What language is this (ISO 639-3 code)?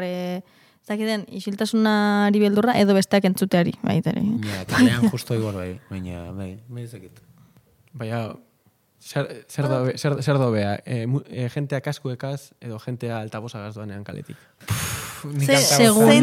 eus